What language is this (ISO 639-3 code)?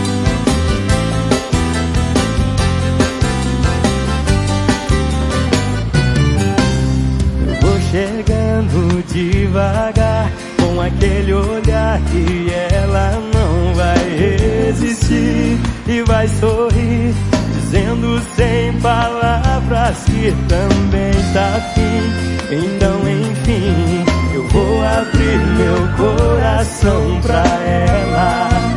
por